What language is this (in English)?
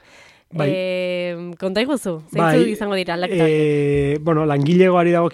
Basque